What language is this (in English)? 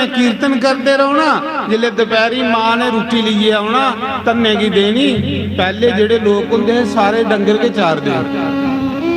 Dogri